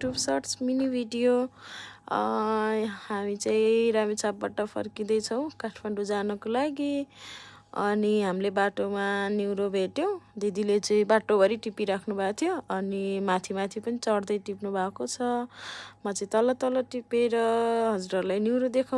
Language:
Nepali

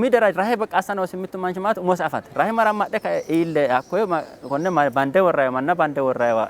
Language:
Sidamo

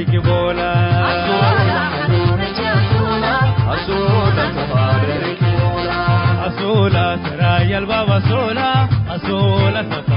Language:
Tigre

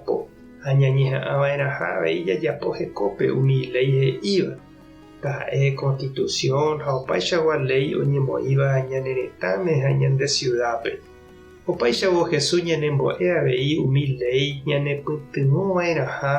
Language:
Guarani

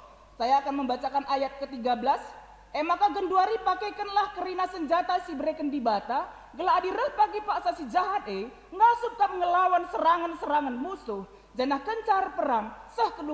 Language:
Batak Karo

